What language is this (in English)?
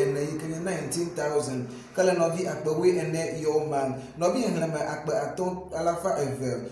Ewe